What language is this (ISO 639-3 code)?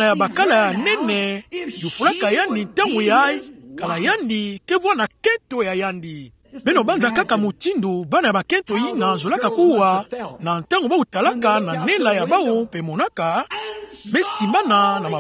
ktu